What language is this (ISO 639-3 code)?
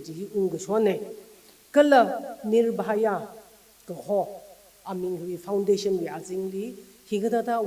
nmf